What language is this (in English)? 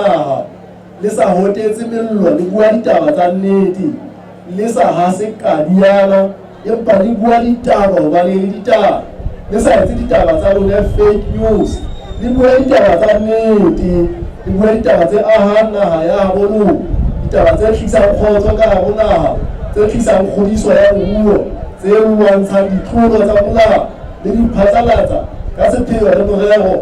Southern Sotho